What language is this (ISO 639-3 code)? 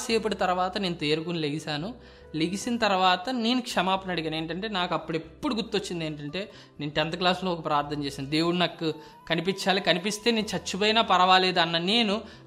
tel